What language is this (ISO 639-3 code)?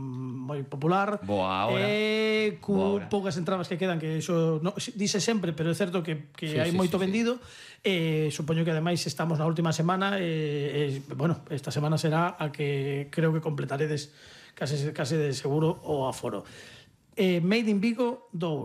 glg